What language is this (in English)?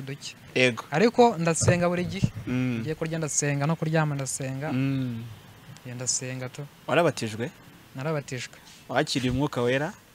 Kinyarwanda